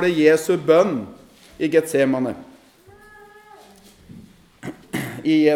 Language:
Norwegian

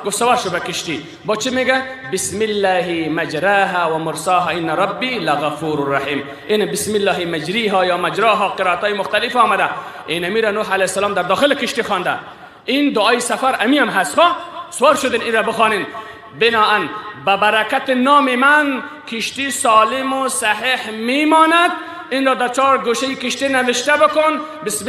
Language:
Persian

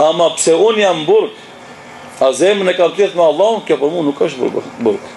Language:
Albanian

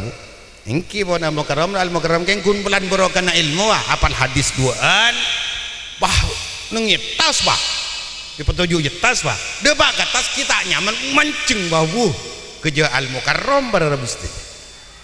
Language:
Madurese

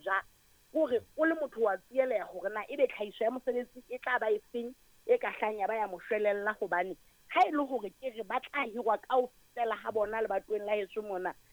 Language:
Southern Sotho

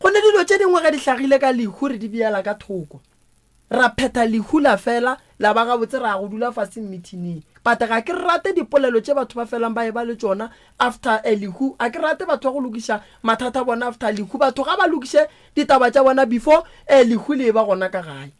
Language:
Northern Sotho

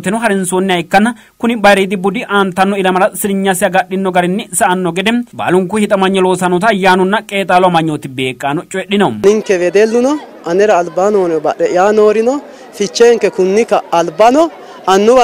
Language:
Sidamo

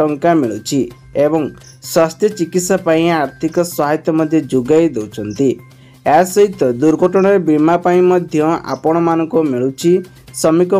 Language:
Odia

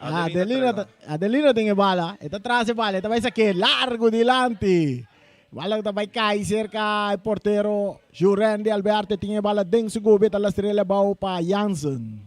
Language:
Papiamento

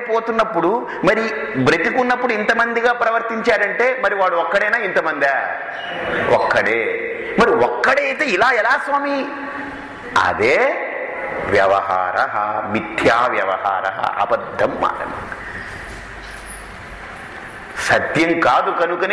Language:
Telugu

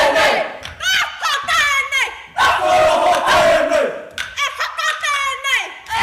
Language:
Māori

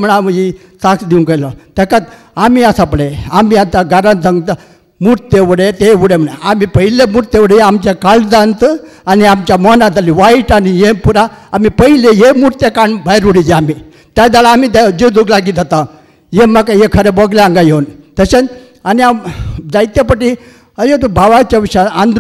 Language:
Konkani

